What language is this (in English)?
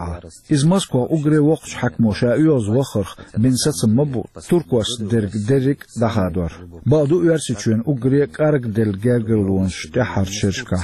Chechen